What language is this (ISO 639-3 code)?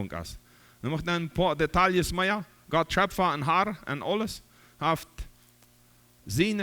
pdt